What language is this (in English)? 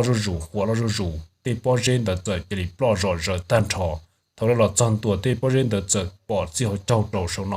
Hmong